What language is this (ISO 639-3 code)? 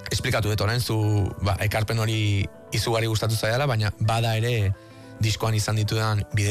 eus